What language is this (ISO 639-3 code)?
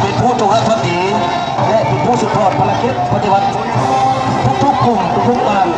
lao